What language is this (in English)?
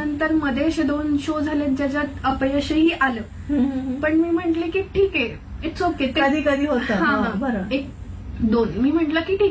Marathi